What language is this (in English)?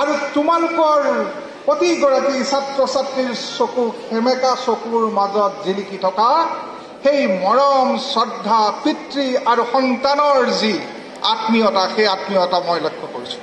Assamese